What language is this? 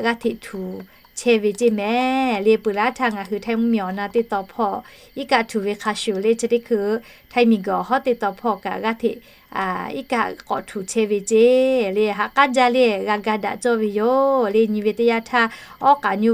Lahu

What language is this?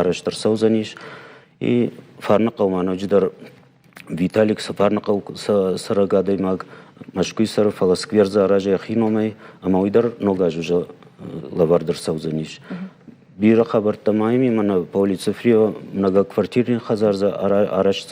Ossetic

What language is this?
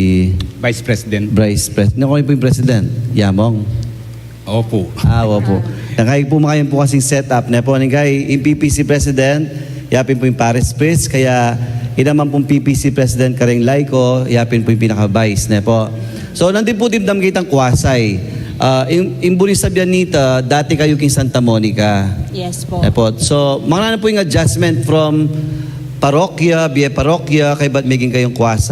Pampanga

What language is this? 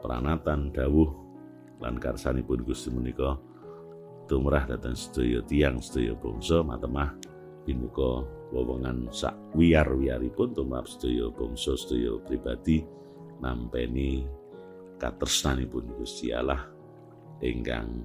Javanese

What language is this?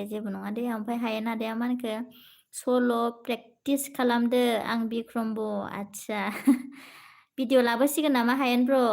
Bodo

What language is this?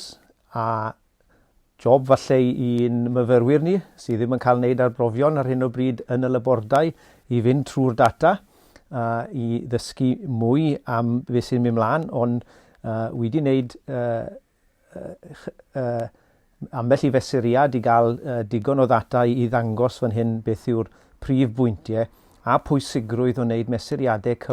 Welsh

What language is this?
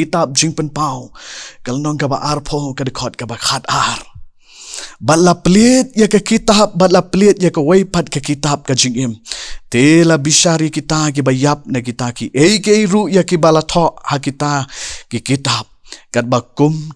Khasi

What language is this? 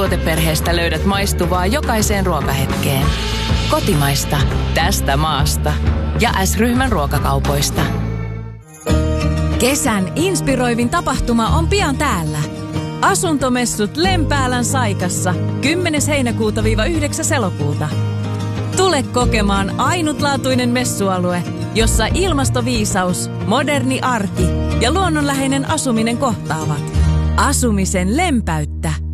Finnish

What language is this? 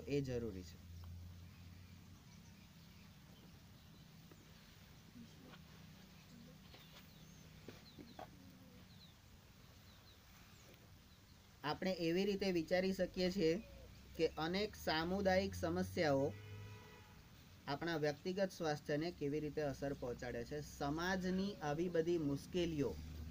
Gujarati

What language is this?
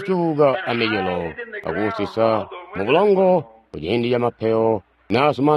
Tonga (Zambia)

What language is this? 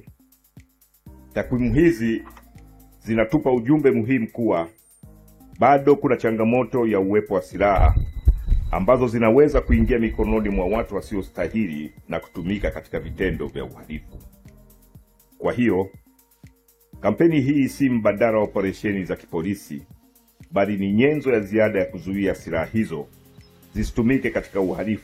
Swahili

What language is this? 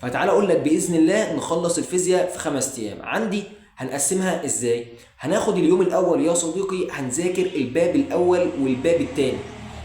Egyptian Arabic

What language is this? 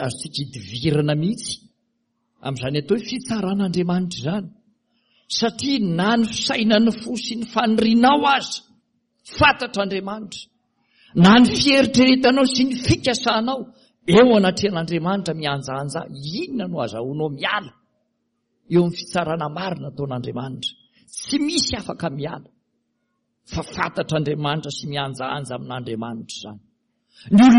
Malagasy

